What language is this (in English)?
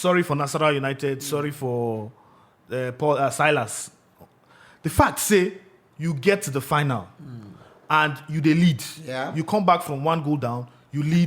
Nigerian Pidgin